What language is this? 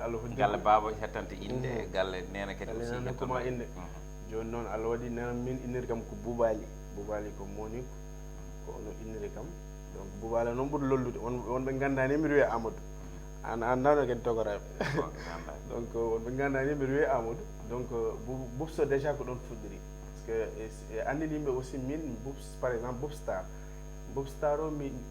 Fula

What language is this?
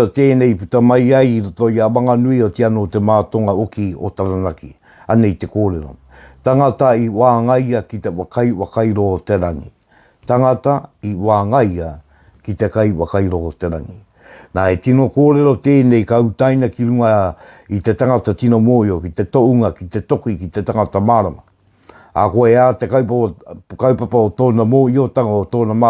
Māori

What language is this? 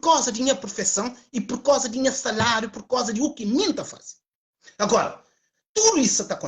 Kabuverdianu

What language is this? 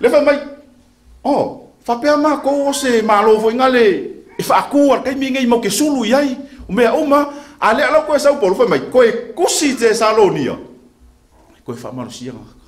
Samoan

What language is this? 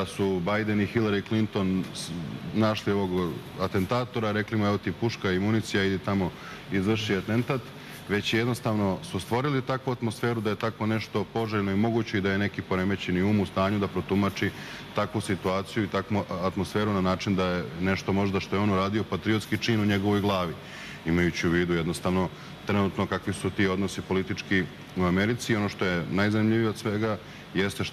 Serbian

